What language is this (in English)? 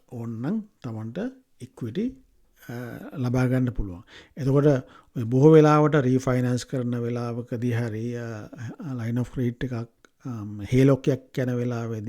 Sinhala